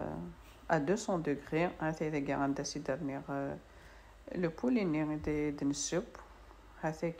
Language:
Kabyle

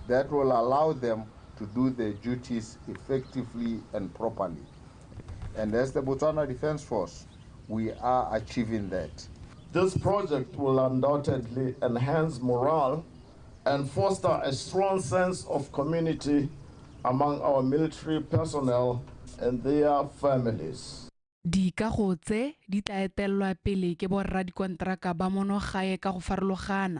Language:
Tswana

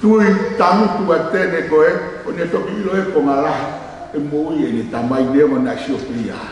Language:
Tongan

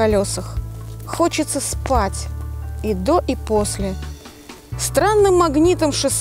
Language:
Russian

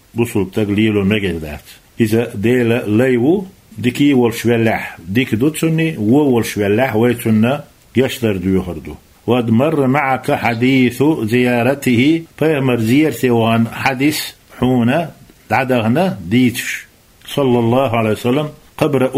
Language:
Chechen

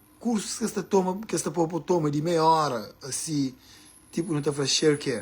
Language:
Kabuverdianu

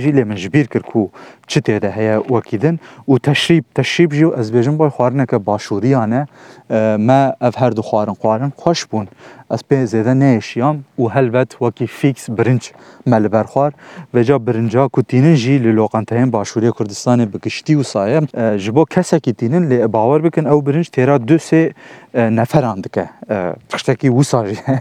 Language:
Kurdish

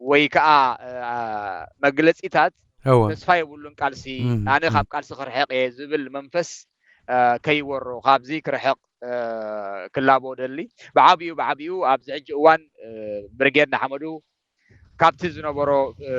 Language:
Tigrinya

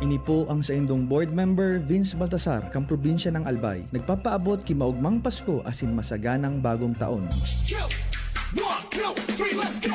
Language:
Bikol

